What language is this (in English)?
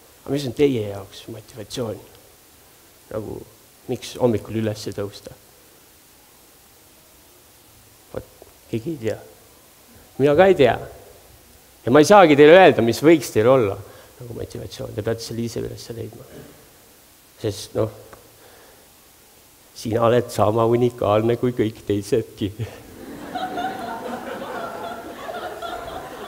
Estonian